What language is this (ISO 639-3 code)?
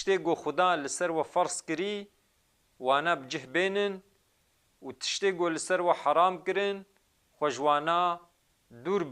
kur